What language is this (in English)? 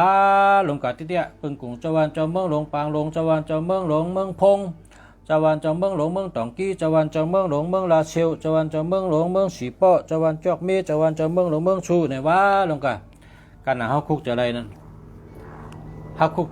Shan